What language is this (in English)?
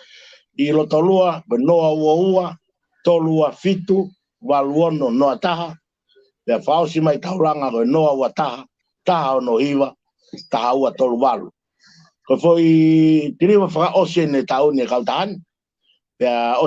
Tongan